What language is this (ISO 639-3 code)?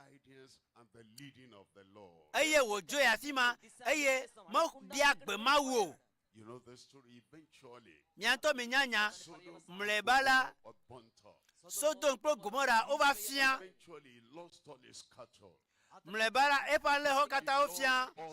ewe